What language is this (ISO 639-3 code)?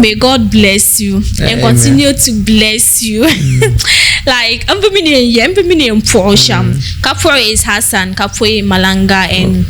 dag